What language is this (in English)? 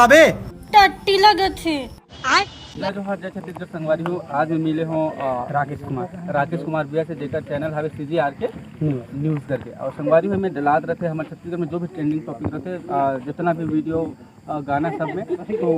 Chhattisgarhi